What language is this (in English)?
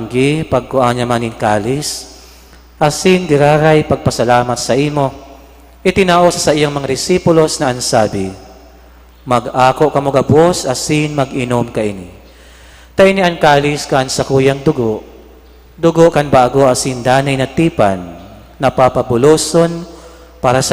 Bikol